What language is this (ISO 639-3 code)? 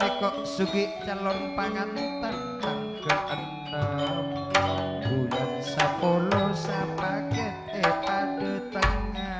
mad